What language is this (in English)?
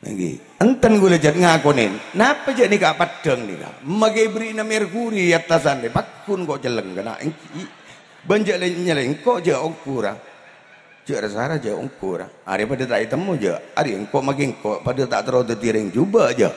Madurese